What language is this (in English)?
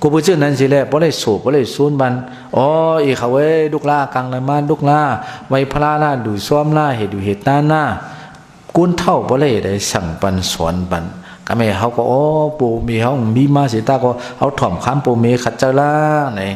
Shan